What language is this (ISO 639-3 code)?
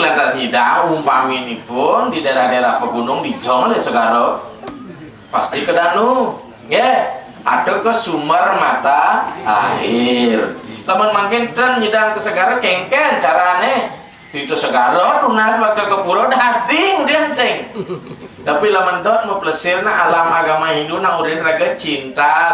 ban